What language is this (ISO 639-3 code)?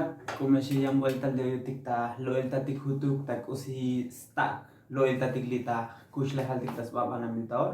tzo